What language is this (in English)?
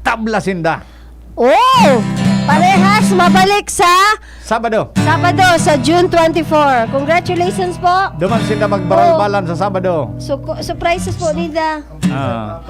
Bikol